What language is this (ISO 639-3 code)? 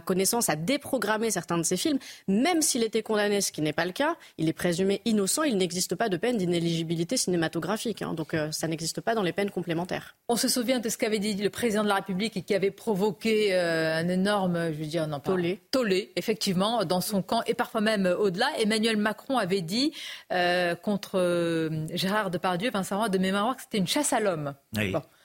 fra